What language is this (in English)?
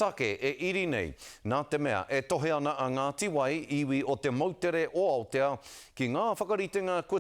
Māori